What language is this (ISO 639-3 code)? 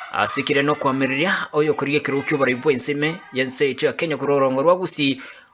guz